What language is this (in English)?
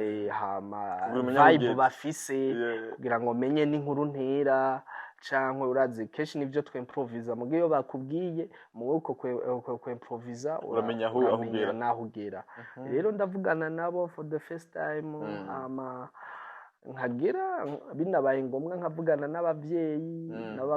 Rundi